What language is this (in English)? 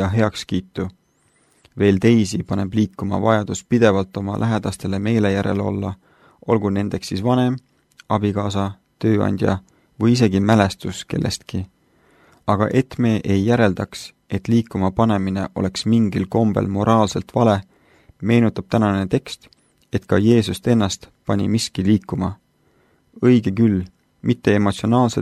Estonian